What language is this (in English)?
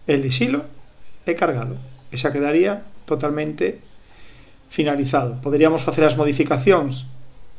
Galician